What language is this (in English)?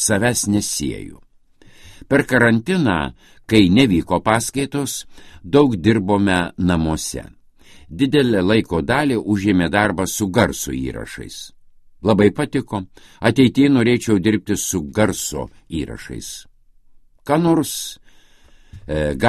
Lithuanian